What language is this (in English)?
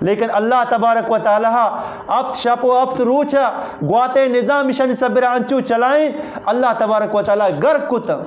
Eastern Balochi